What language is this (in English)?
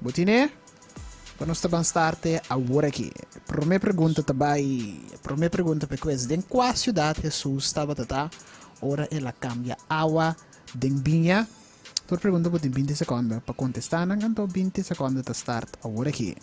Papiamento